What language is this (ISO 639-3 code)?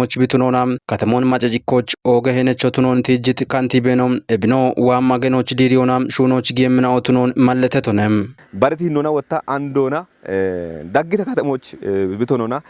kbr